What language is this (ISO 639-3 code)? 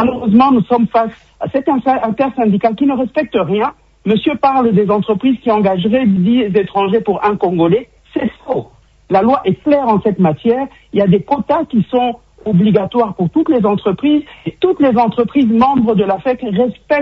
fra